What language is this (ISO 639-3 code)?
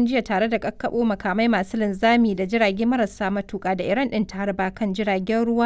hau